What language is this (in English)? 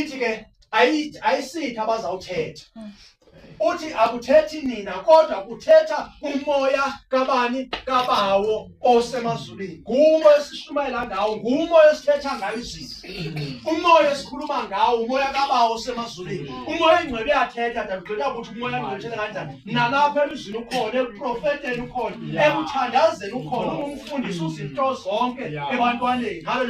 Zulu